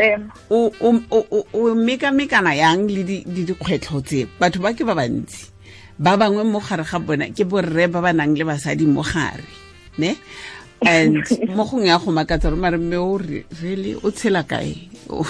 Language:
Tswana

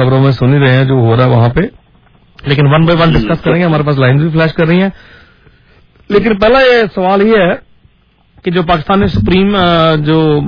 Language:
Hindi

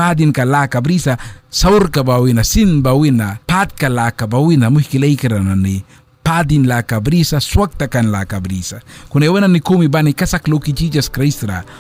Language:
Mískito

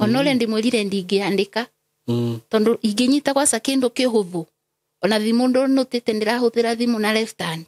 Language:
Kikuyu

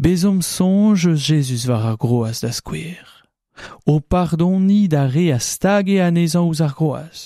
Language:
Breton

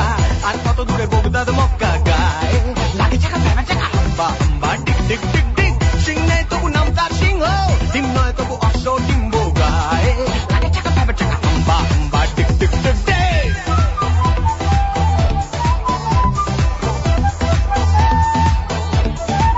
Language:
Bangla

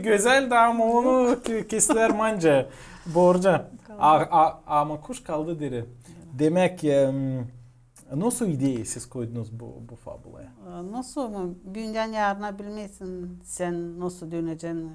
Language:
Gagauz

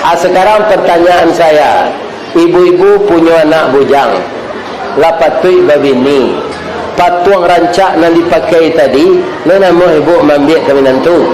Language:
Minangkabau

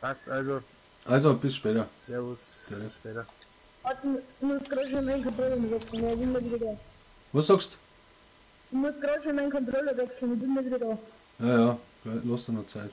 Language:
Bavarian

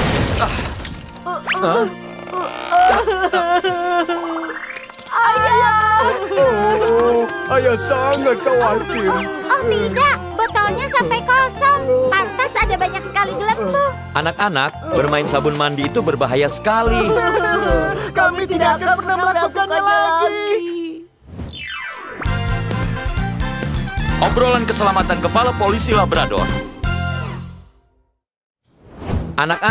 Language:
Indonesian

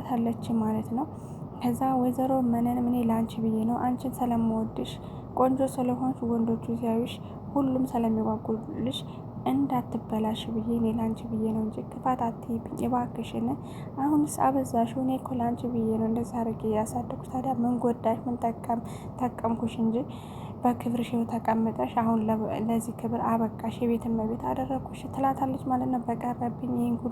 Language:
Amharic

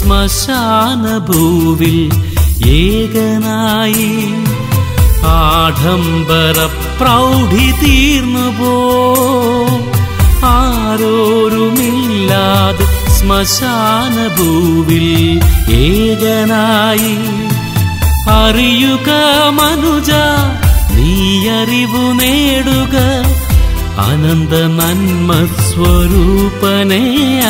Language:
Malayalam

